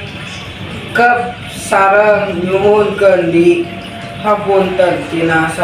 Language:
Sundanese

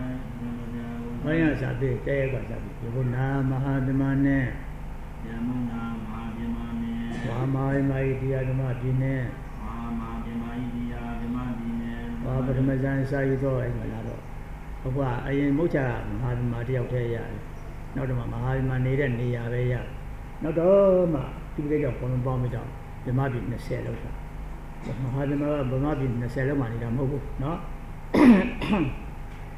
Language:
Burmese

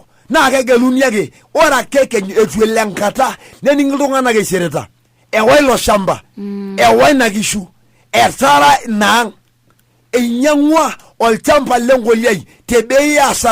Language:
Masai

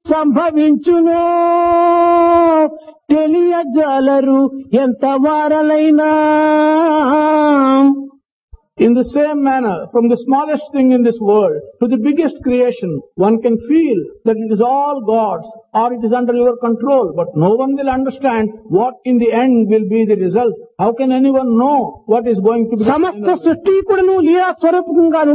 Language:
Telugu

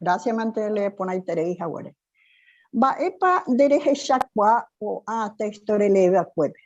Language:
Guarani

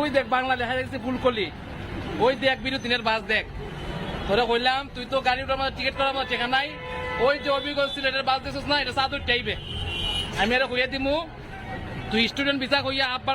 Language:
Sylheti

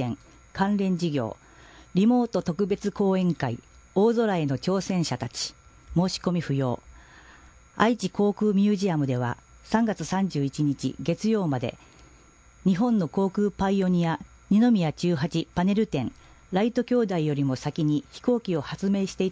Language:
Japanese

